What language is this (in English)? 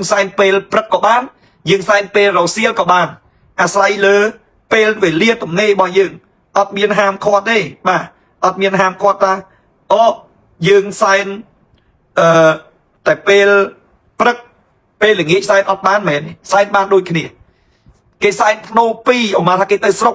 Khmer